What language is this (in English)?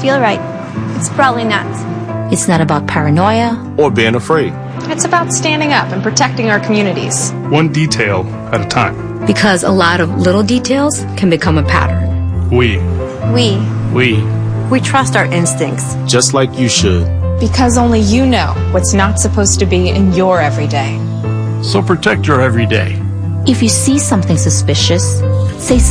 English